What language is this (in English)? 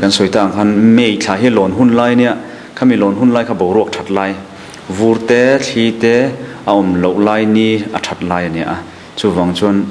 Mizo